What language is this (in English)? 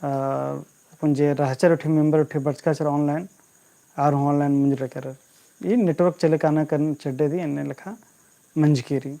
Kurukh